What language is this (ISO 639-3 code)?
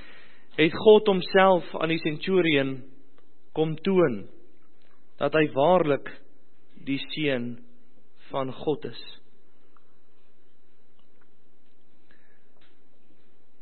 afr